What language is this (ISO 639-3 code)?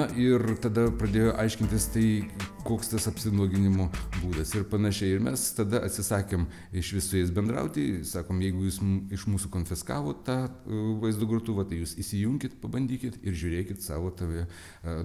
lit